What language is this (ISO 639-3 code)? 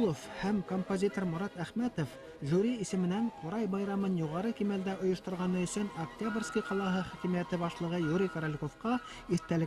bak